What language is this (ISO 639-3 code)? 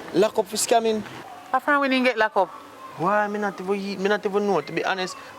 jam